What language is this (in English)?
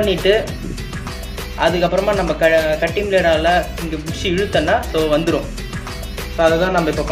Tamil